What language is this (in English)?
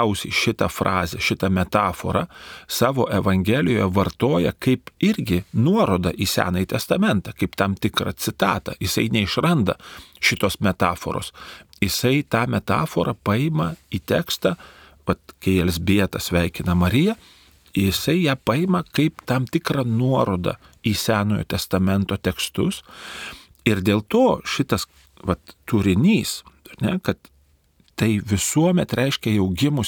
Lithuanian